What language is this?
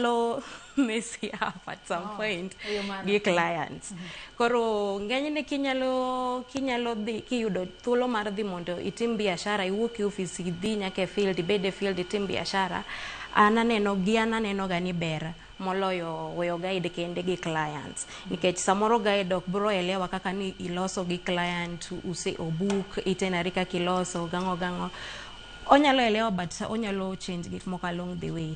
Luo (Kenya and Tanzania)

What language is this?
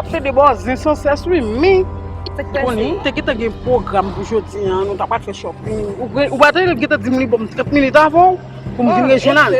Haitian Creole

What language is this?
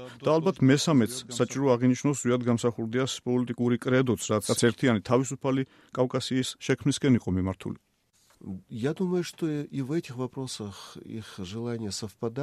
Georgian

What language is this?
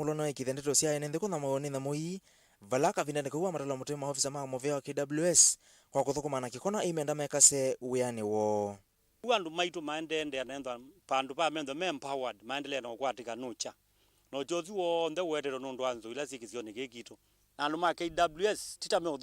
Kamba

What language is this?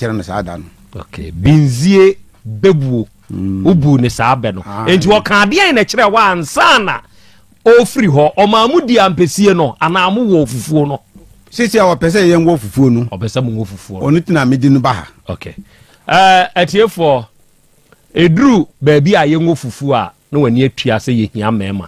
Akan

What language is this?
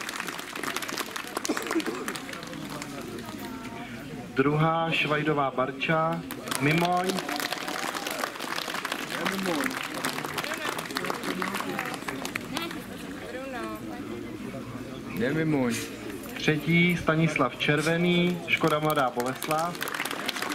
Czech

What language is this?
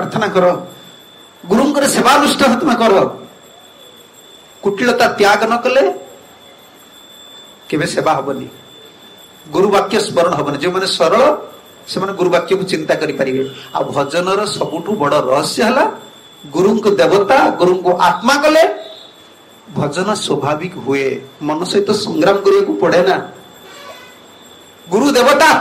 Odia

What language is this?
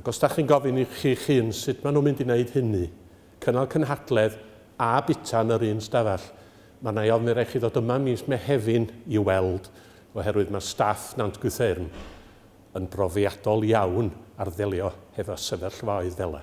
Welsh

